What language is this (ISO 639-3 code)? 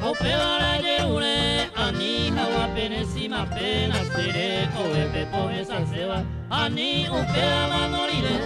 grn